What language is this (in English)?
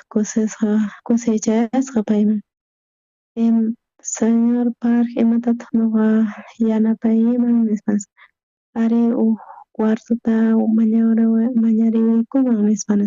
South Bolivian Quechua